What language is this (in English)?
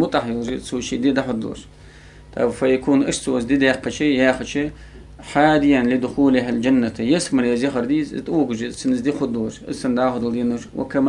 Ingush